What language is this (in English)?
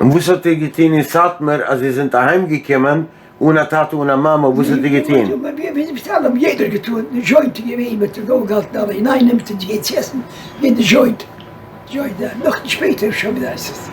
Yiddish